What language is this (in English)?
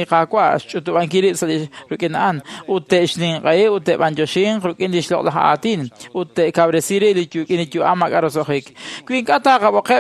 Kekchí